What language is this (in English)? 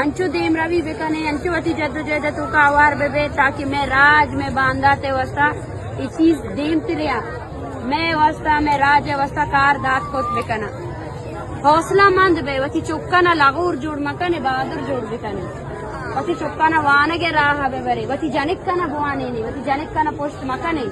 Eastern Balochi